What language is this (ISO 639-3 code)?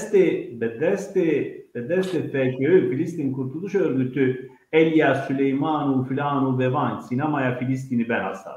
zza